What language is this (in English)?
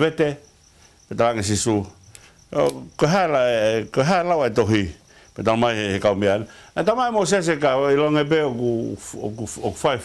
Tongan